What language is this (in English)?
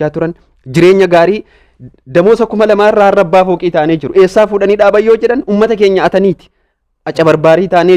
Oromo